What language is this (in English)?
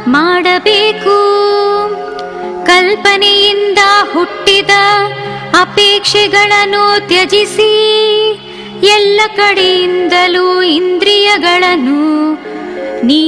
Kannada